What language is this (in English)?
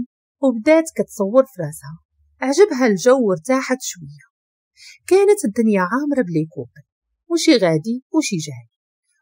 Moroccan Arabic